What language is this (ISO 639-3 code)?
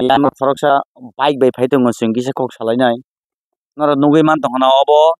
trp